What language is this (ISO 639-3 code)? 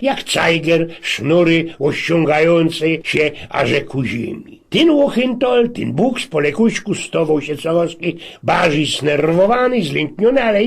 szl